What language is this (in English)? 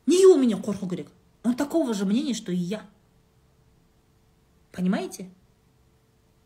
Kazakh